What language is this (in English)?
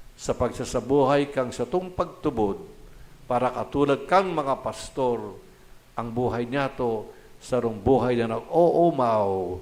Bikol